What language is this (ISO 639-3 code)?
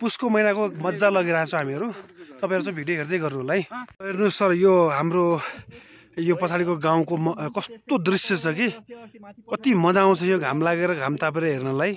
nep